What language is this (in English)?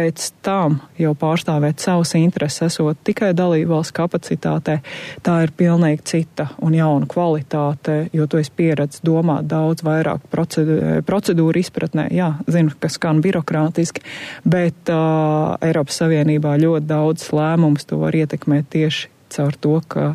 Latvian